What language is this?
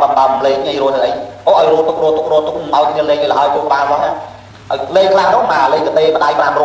Khmer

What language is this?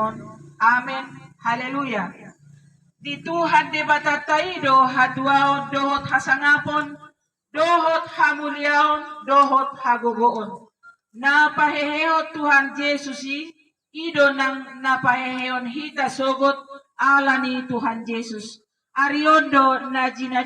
Batak Toba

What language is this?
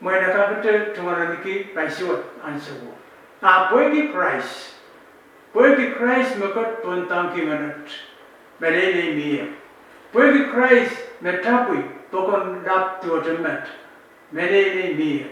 Pohnpeian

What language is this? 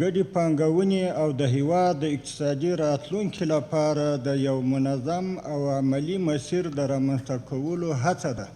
Pashto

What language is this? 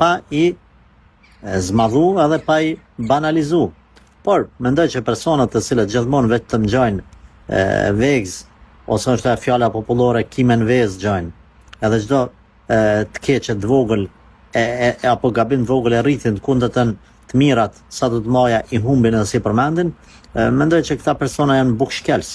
Albanian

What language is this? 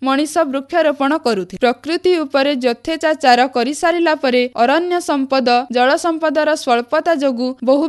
Odia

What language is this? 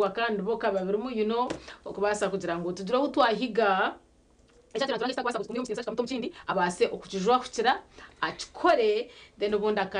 Nyankole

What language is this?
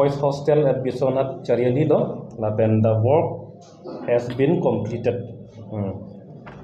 Karbi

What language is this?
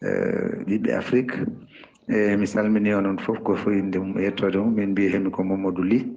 Fula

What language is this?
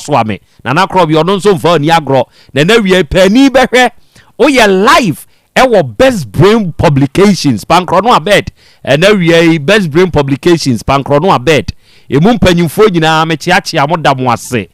Akan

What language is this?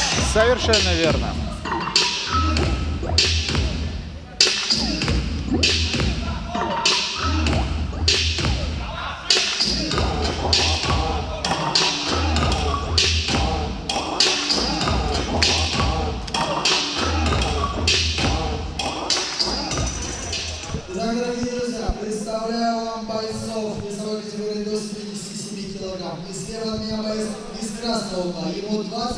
Russian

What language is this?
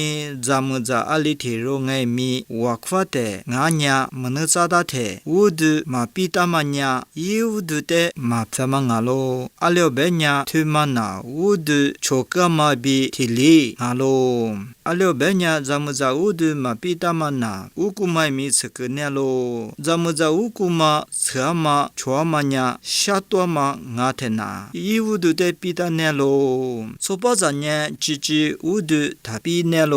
Lisu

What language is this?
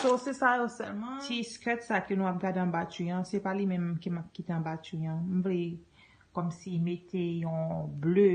Haitian Creole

